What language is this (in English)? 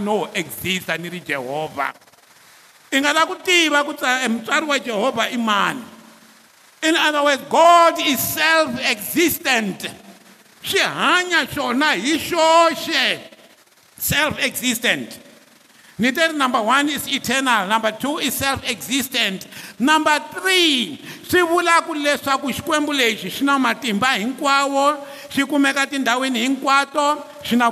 Tsonga